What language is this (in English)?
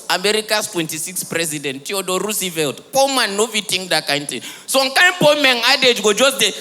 Nigerian Pidgin